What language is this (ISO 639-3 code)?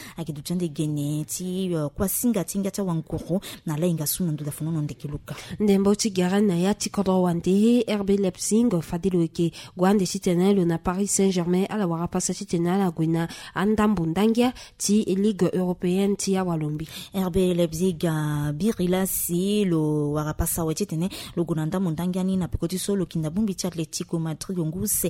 sag